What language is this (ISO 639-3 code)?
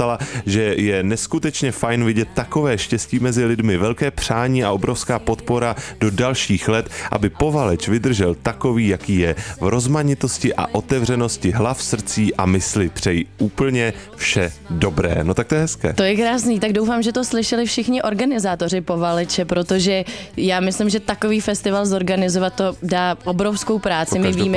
ces